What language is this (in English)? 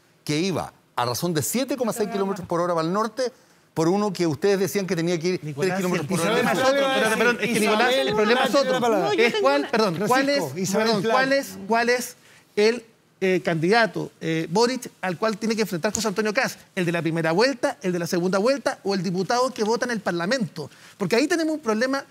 Spanish